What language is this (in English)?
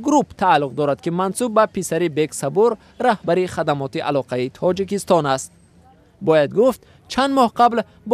Tajik